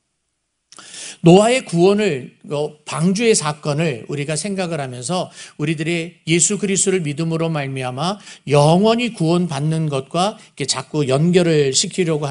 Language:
Korean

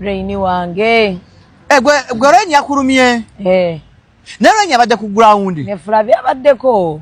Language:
Ganda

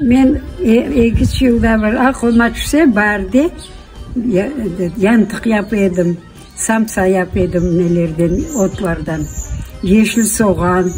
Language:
Crimean Tatar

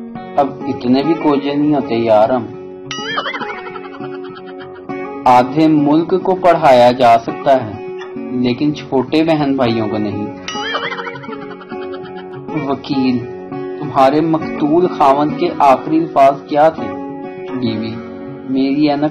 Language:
Urdu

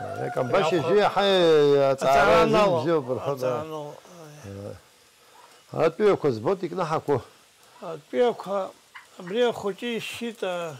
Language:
Abkhazian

